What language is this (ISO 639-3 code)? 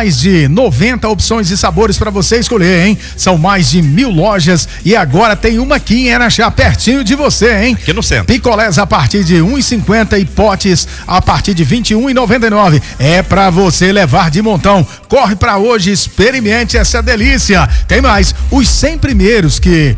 por